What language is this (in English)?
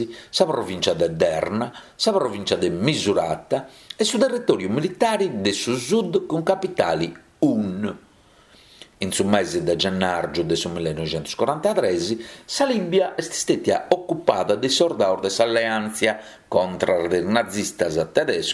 Sardinian